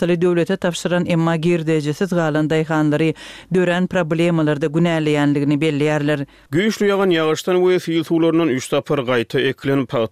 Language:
Turkmen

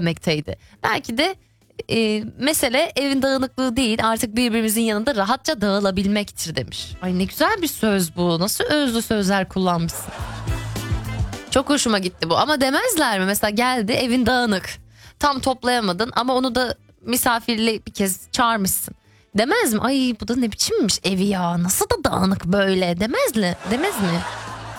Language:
Turkish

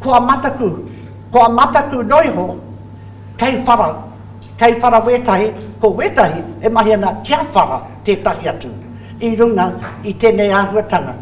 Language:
Māori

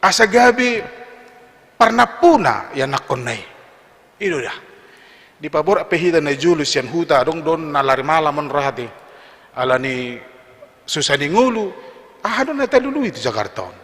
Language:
Batak Toba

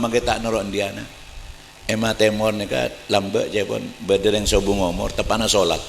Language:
Madurese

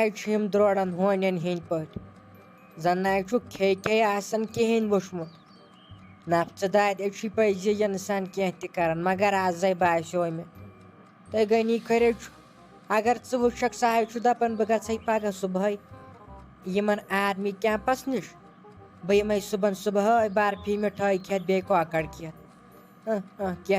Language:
Kashmiri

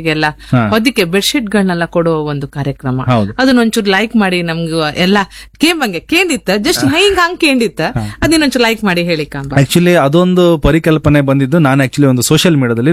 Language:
Kannada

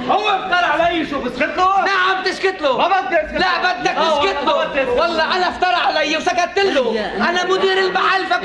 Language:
North Levantine Arabic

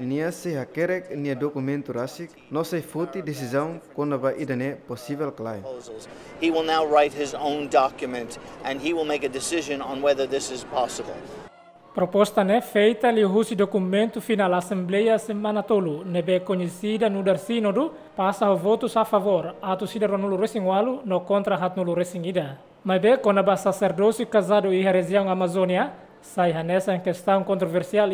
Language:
Tetum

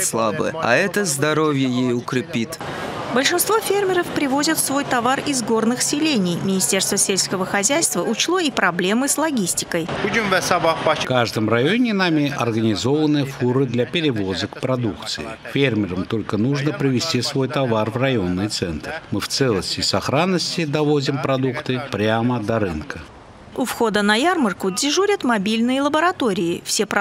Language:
Russian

